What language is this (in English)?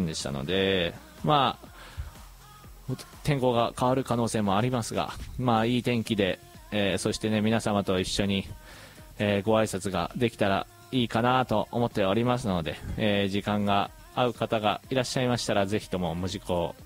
Japanese